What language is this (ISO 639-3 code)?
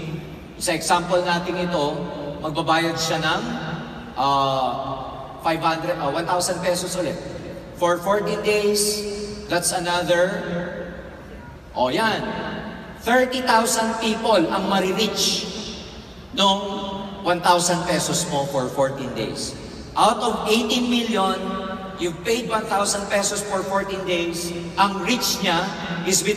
fil